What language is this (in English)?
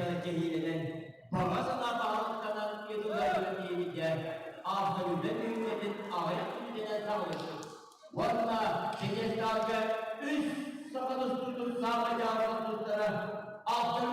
Yakut